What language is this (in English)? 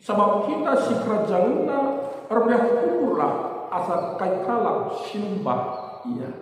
Batak Karo